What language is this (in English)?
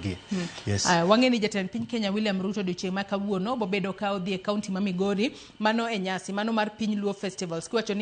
Luo (Kenya and Tanzania)